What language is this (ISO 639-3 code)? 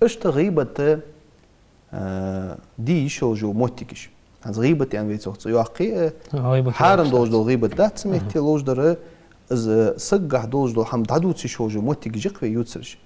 inh